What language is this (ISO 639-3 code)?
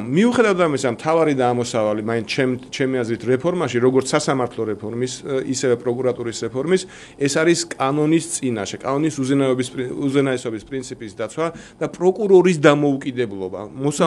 kat